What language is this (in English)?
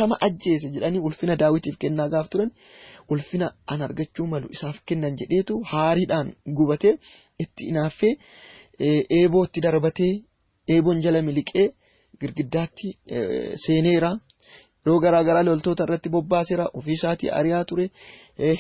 Oromo